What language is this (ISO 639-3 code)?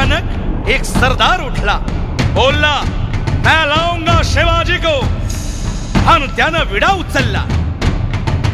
mar